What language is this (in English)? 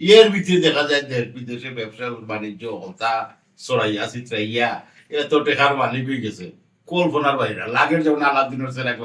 Sylheti